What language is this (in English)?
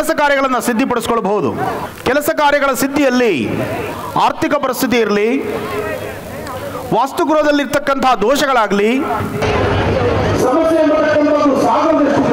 Kannada